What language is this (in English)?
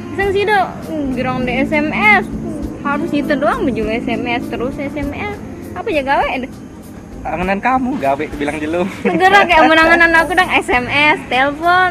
Sasak